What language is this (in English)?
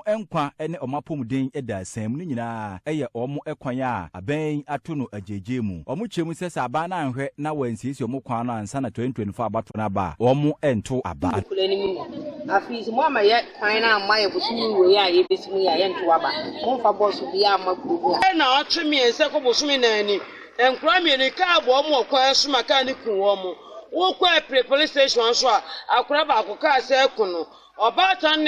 Akan